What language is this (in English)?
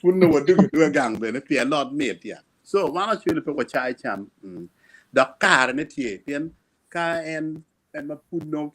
Acoli